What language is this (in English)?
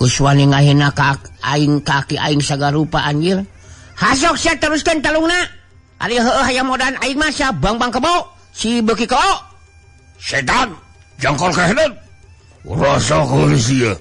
Sundanese